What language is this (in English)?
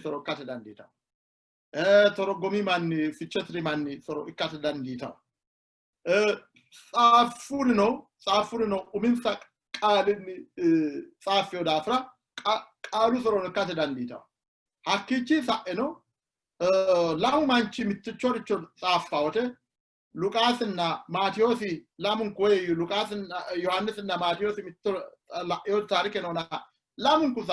Sidamo